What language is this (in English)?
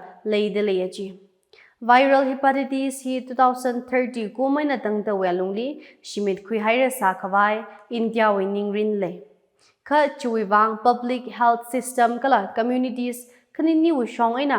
Tangkhul Naga (India)